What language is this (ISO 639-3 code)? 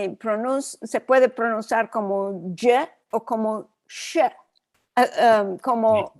lad